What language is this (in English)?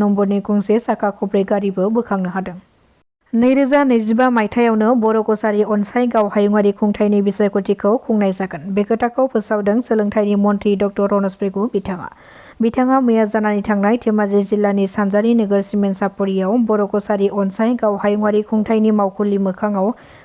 Bodo